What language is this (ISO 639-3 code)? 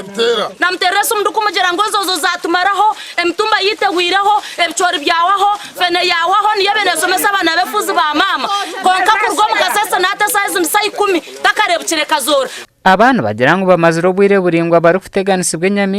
nyn